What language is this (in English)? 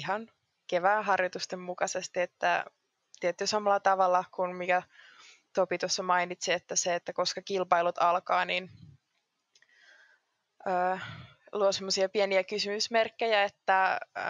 Finnish